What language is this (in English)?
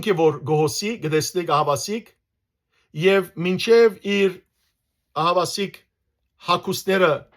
Western Armenian